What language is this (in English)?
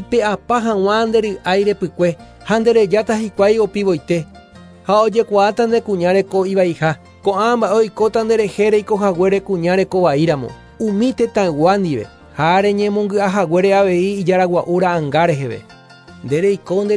Guarani